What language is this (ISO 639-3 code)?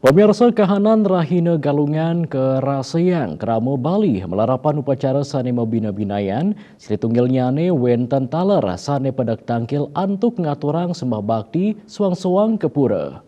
ban